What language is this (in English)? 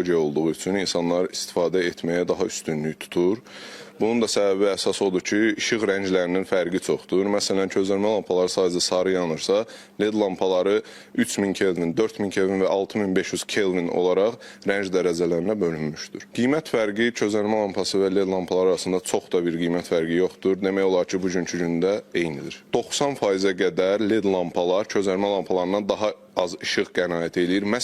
Azerbaijani